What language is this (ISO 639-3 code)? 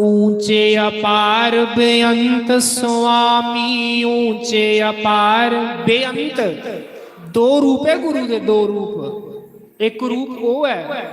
doi